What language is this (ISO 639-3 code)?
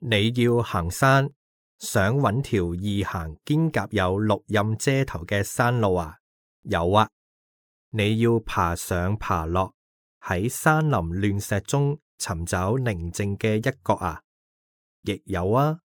yue